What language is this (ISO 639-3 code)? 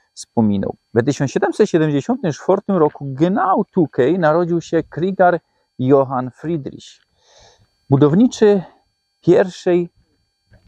szl